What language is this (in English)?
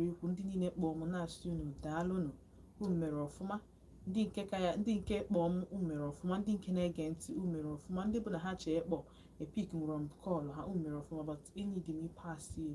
Igbo